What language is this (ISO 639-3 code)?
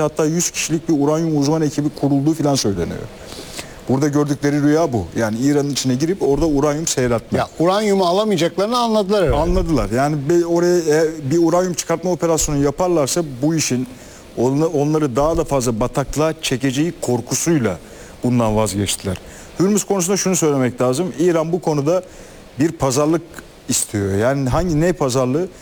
tur